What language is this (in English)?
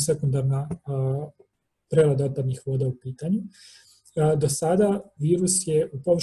Serbian